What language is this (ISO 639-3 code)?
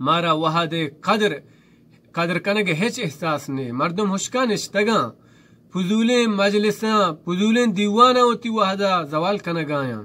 bal